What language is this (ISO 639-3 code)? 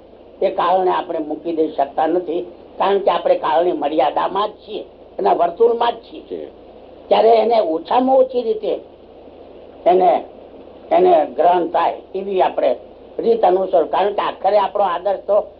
guj